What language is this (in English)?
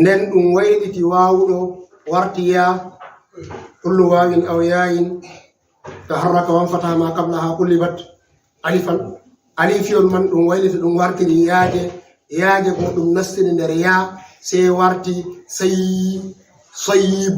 Fula